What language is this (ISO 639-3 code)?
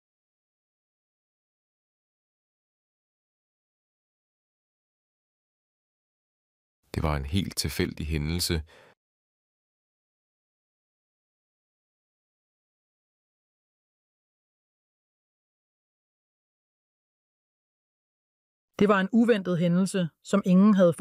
dan